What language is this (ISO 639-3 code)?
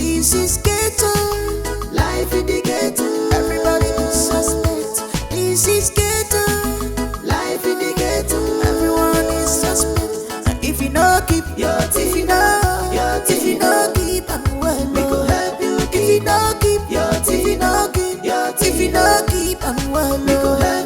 pcm